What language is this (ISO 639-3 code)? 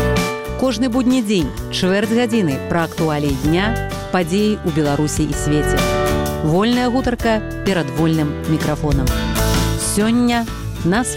bel